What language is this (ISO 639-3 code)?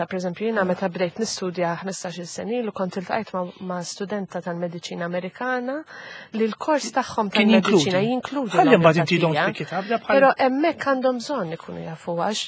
mlt